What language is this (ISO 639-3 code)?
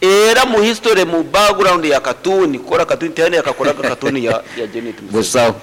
nyn